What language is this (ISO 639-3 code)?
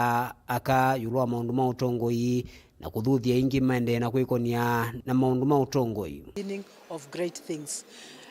kam